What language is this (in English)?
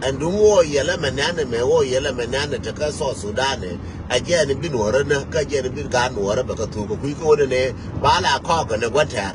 Nuer